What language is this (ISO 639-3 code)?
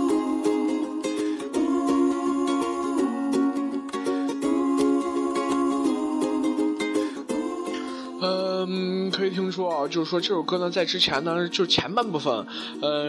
zho